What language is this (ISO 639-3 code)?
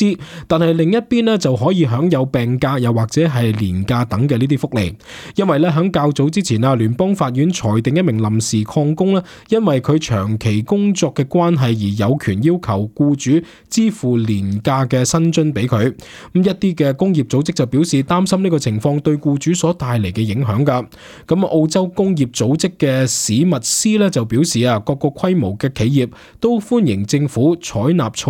yue